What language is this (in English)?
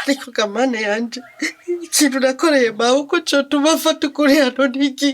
Rundi